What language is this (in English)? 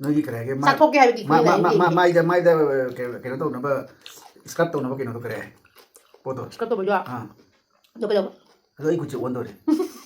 Manipuri